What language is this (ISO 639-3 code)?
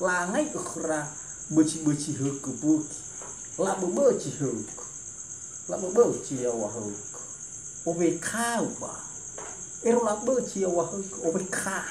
nia